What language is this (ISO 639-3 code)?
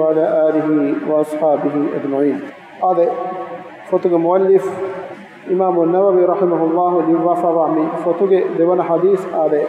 div